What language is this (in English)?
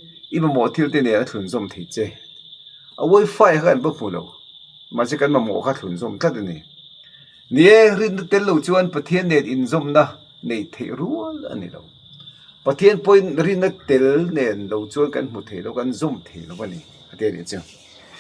Mizo